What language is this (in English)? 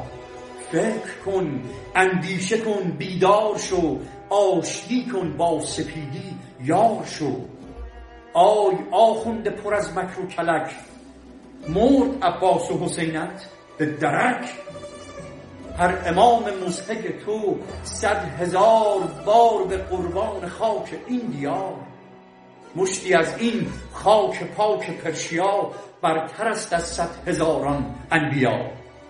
Persian